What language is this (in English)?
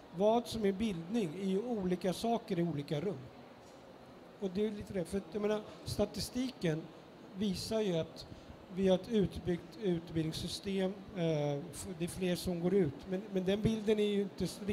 Swedish